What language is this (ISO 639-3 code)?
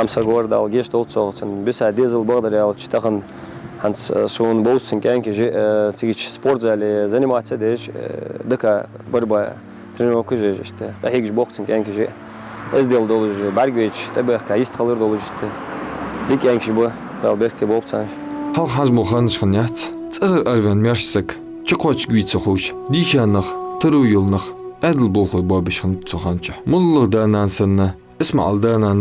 inh